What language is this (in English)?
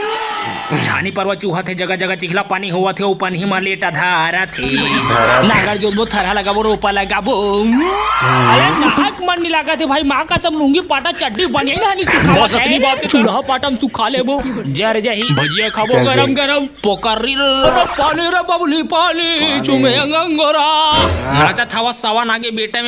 Chhattisgarhi